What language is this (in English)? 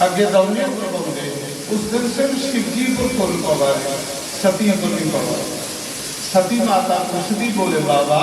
Dogri